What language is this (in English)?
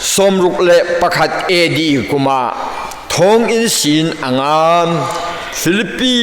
Falam Chin